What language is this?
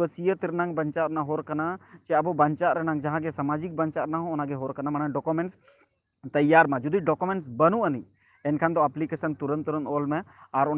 Santali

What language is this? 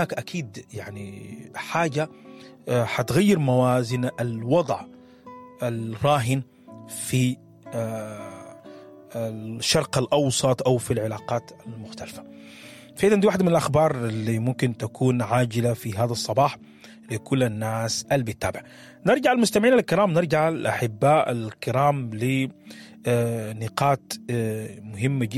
Sudanese Arabic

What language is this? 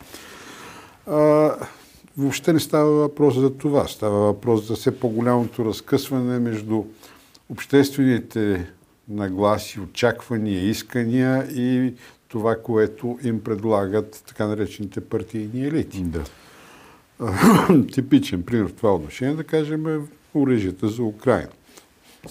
Bulgarian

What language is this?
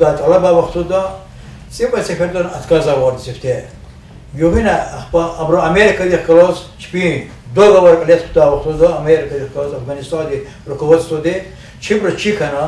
Lezghian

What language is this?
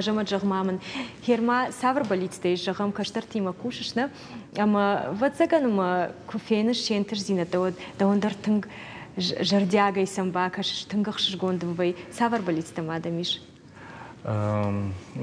Ossetic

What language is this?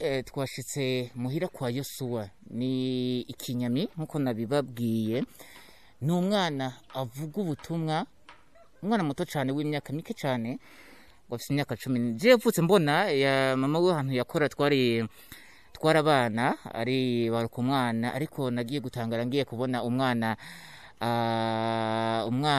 Rundi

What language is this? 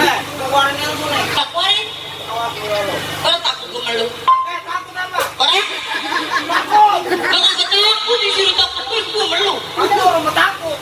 Betawi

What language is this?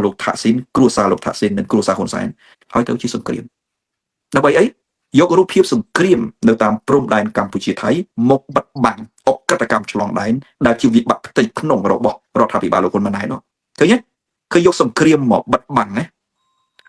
Khmer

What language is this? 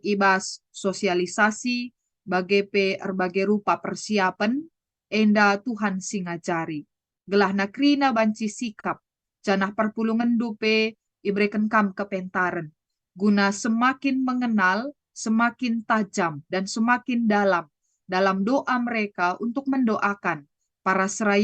Batak Karo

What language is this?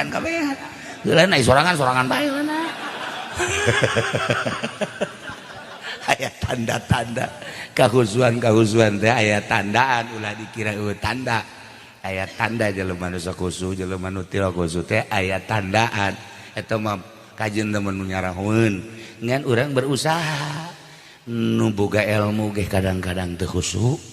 Sundanese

